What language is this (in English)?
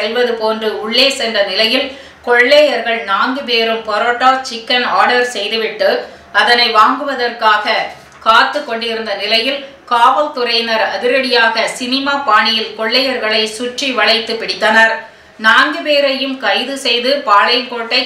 Tamil